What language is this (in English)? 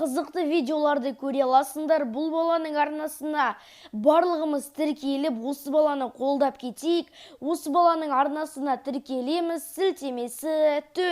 Kazakh